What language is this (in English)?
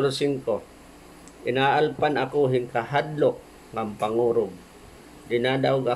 Waray